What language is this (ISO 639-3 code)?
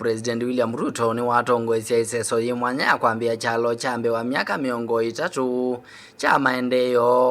kam